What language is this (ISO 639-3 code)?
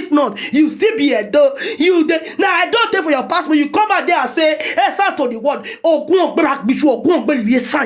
pcm